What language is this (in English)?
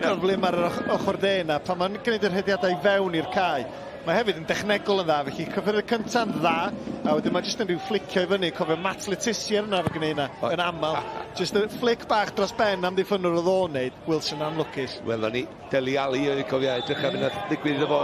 Welsh